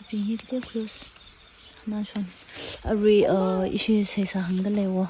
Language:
Tangkhul Naga (India)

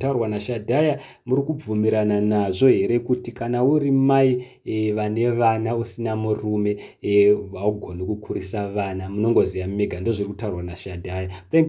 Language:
Shona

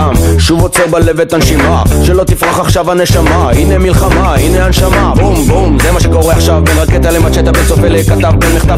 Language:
Hebrew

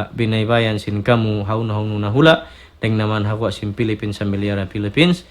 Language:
Tausug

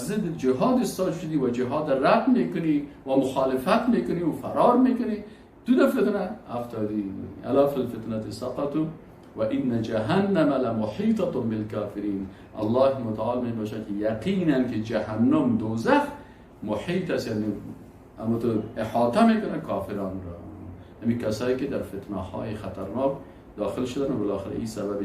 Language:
Persian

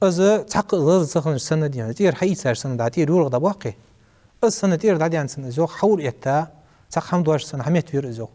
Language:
Ingush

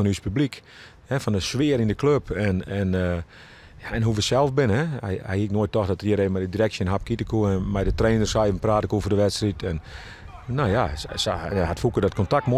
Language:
Western Frisian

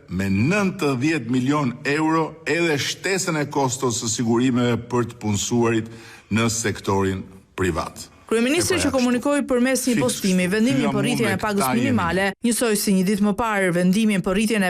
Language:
Albanian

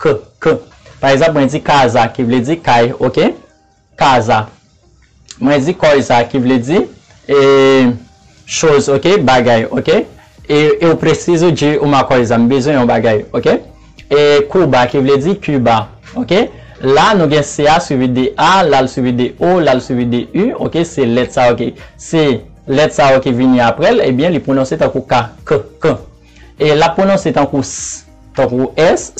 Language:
Haitian Creole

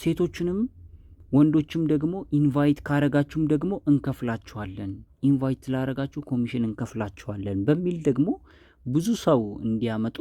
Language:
Amharic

